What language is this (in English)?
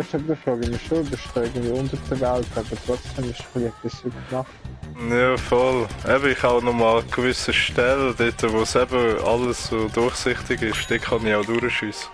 Swiss German